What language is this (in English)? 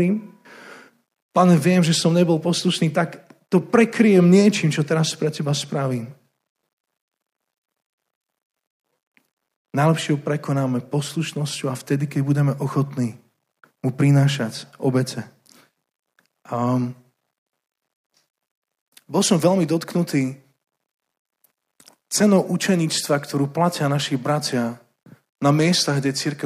Slovak